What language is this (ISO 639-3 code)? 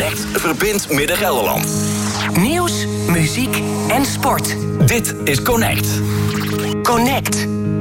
nld